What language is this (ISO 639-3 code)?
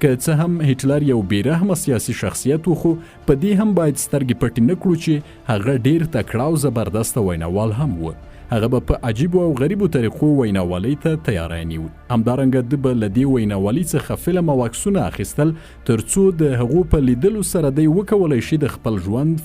pus